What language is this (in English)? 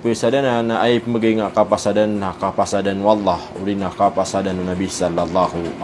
Maranao